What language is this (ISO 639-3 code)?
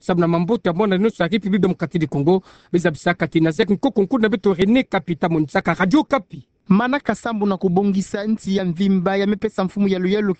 ktu